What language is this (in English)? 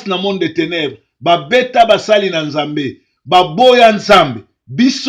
Lingala